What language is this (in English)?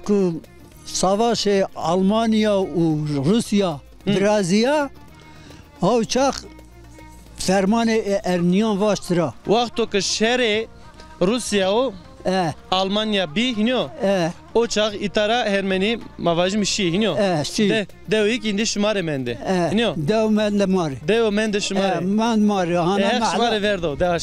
Zaza